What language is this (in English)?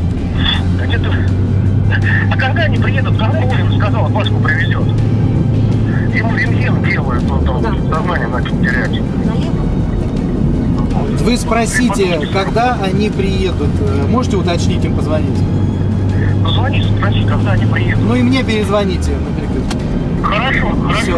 Russian